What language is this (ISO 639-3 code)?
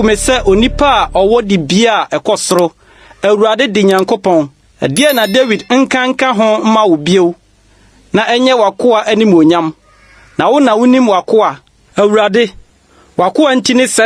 aka